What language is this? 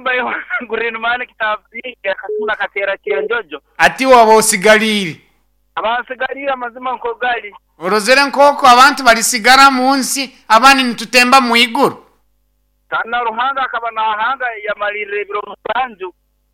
Nyoro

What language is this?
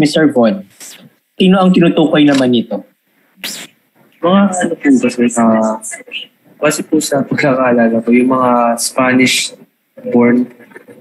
Filipino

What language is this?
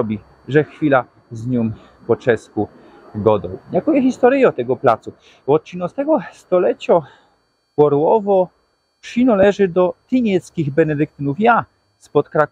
Silesian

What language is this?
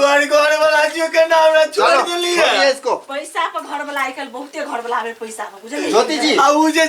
Maithili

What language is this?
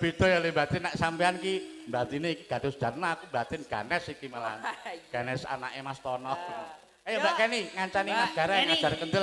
Javanese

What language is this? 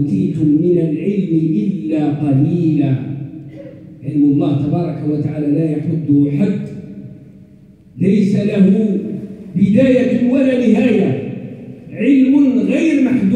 Arabic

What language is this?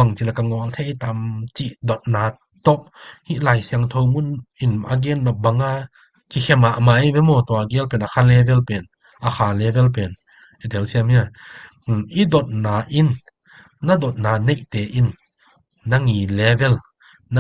Tedim Chin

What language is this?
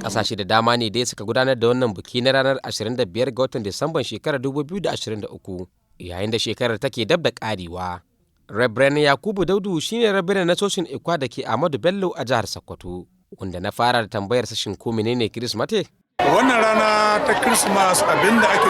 Hausa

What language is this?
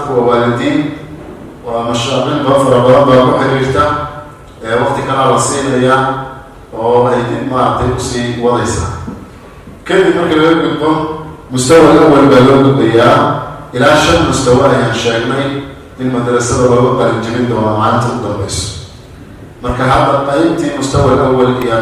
Somali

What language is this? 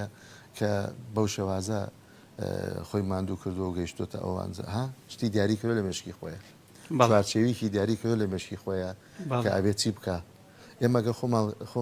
Central Kurdish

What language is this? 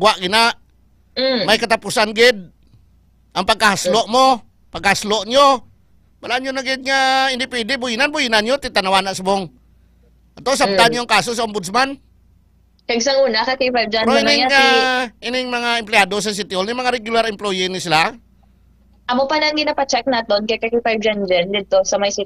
Hiligaynon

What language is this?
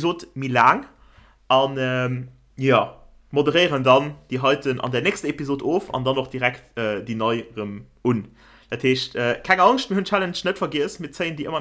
Luxembourgish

